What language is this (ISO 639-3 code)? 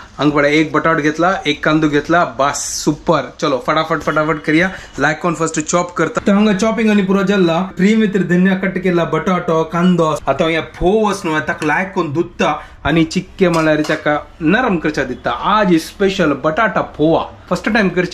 kok